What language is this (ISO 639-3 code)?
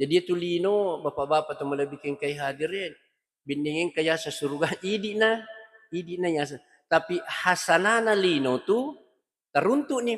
bug